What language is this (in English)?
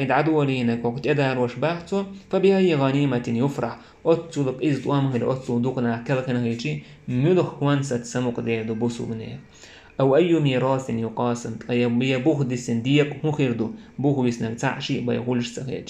Chechen